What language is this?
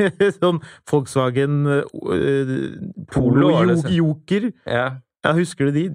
Norwegian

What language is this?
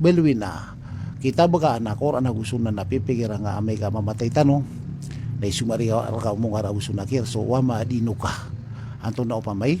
Maranao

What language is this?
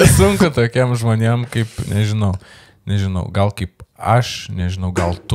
Lithuanian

